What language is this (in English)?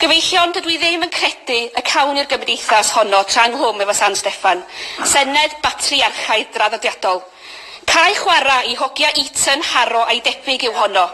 Welsh